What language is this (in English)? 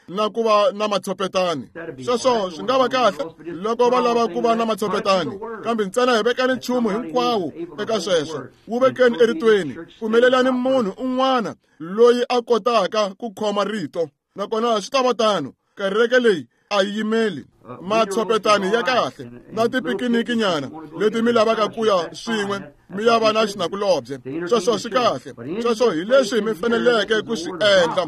Tsonga